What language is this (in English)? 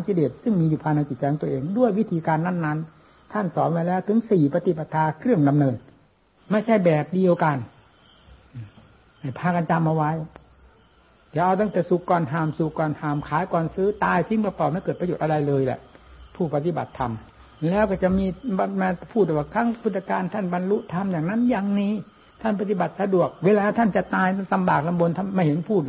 Thai